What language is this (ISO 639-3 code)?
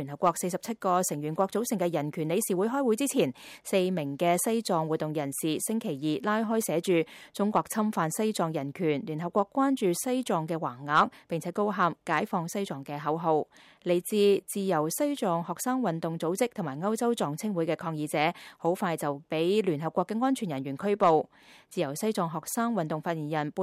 yue